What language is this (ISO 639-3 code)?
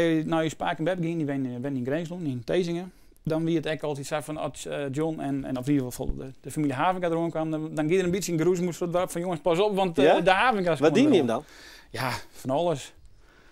fry